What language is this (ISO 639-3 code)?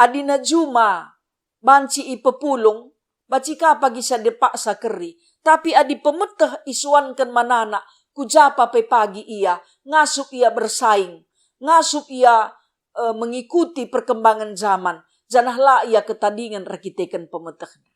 btx